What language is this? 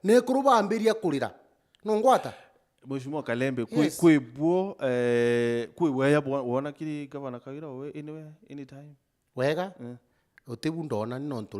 Meru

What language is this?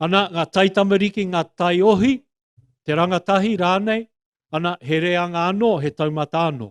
Māori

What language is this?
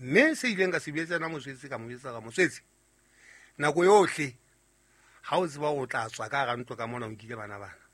Southern Sotho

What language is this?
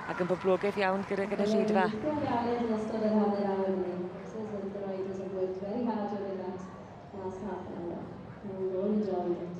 Welsh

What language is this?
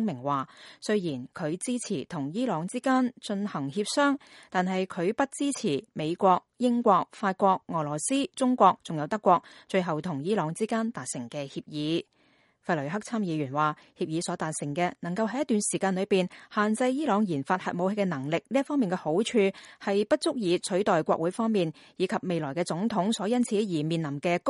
Cantonese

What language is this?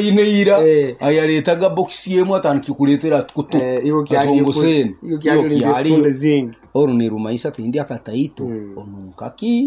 Nyankole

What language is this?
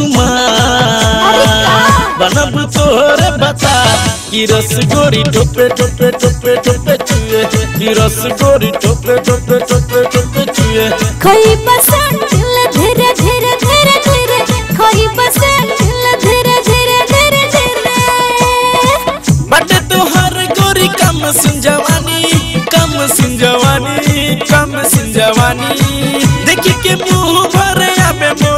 Maithili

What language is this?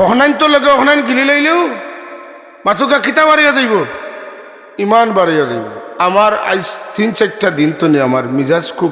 Sylheti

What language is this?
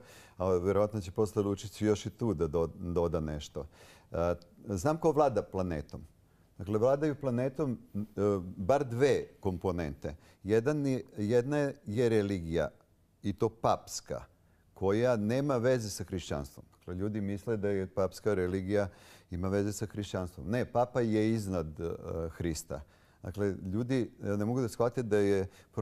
Serbian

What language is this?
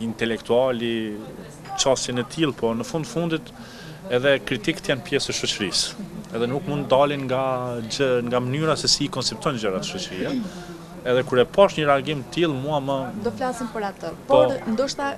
Albanian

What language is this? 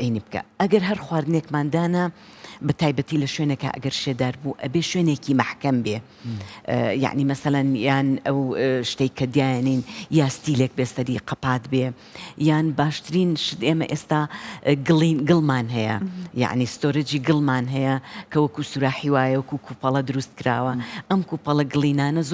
Central Kurdish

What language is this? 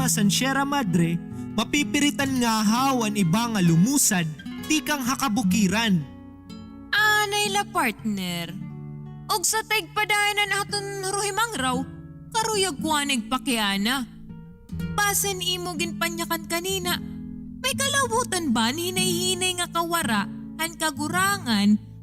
Waray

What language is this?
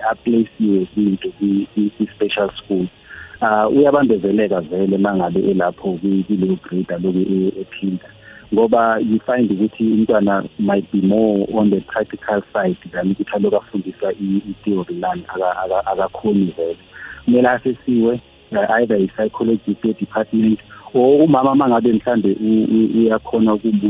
South Ndebele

